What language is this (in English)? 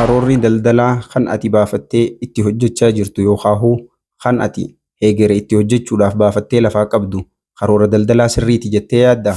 Oromo